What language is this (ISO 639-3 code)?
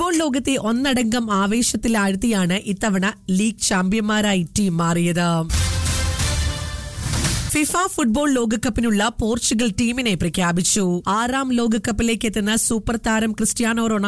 mal